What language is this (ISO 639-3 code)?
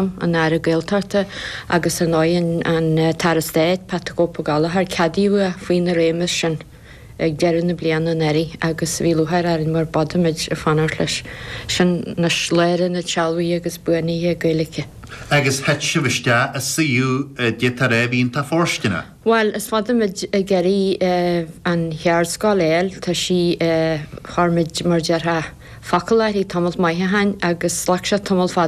gle